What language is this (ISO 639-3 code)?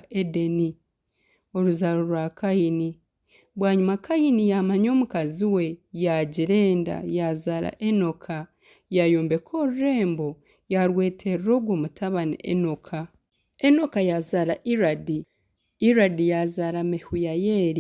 nyn